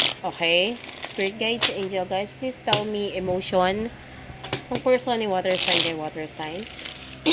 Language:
Filipino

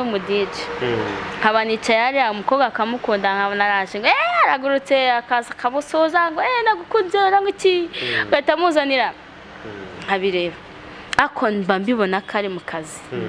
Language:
Kinyarwanda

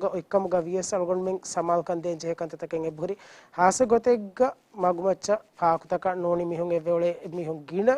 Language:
Divehi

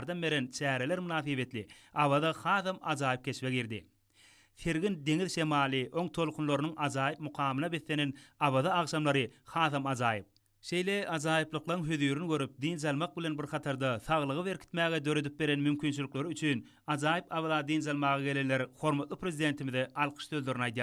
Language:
Turkmen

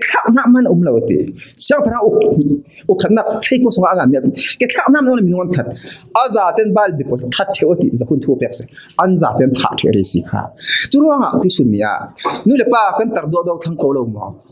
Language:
Falam Chin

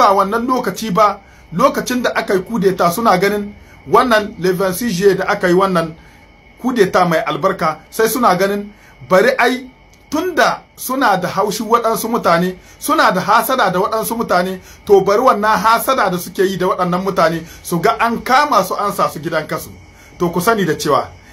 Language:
Hausa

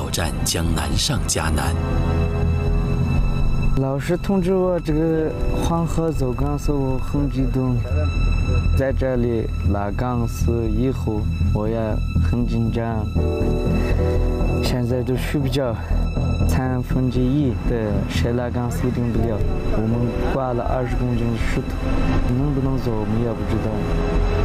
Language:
Chinese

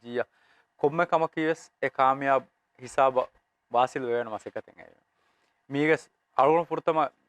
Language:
Divehi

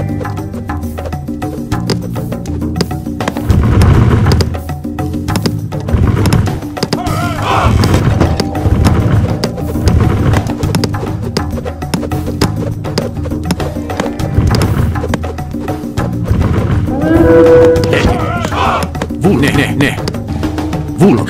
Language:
Greek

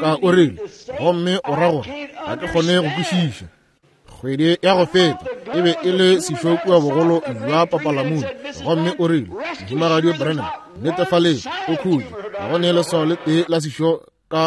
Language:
Northern Sotho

